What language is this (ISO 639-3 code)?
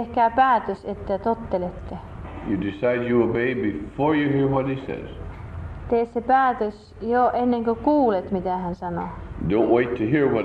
fin